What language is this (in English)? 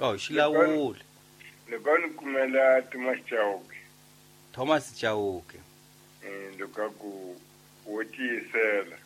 Tsonga